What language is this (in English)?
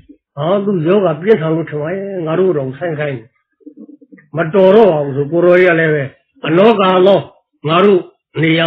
Burmese